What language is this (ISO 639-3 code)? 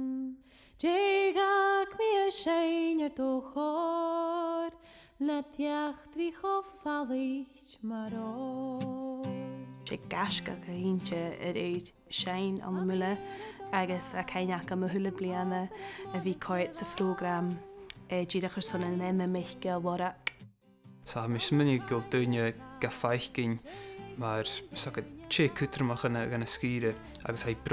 gla